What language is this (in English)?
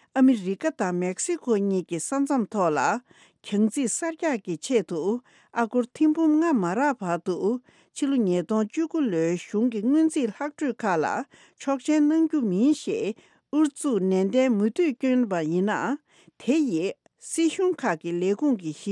Tibetan